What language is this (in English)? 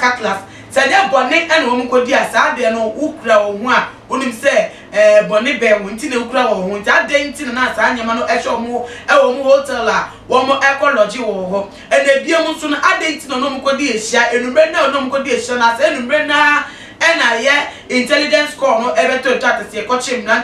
Akan